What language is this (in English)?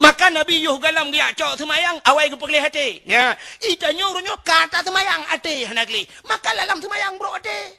Achinese